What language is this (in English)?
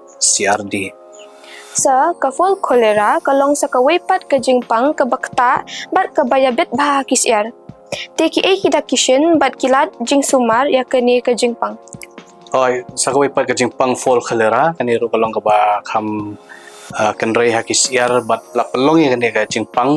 Khasi